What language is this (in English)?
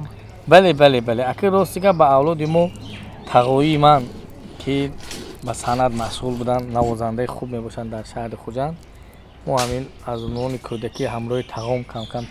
Tajik